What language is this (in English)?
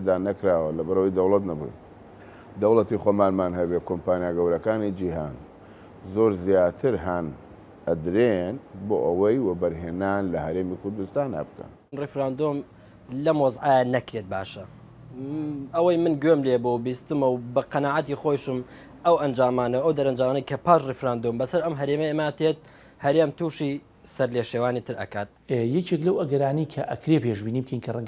Central Kurdish